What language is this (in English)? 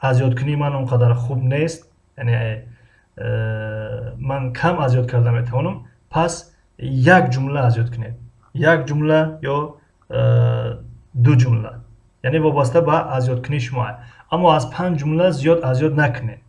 Tajik